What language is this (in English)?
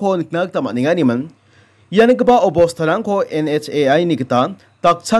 Garo